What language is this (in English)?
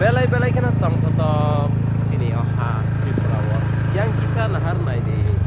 Kok Borok